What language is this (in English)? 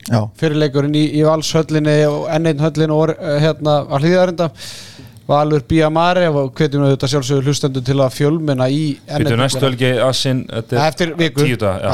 Icelandic